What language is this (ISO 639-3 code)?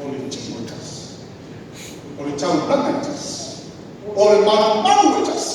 smo